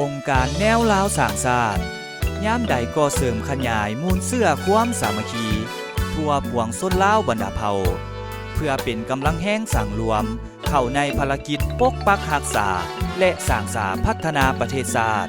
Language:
Lao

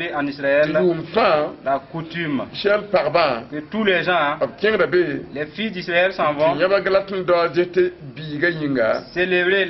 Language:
Mossi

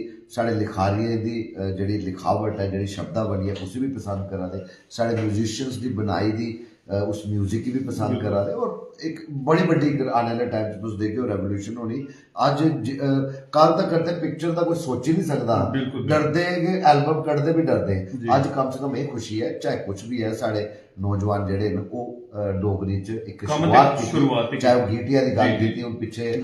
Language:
Dogri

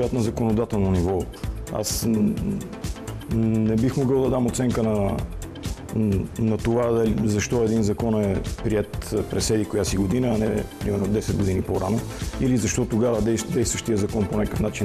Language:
Bulgarian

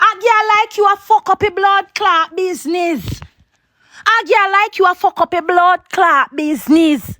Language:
Jamaican Creole English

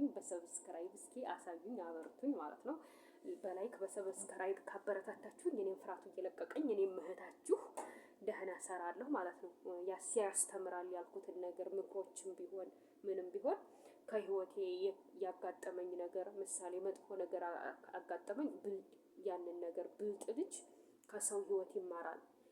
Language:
Amharic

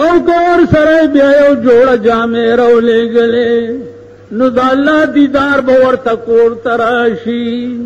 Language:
Pashto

